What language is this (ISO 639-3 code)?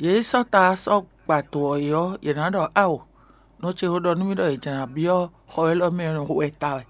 fon